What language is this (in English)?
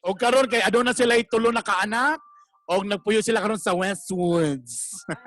Cebuano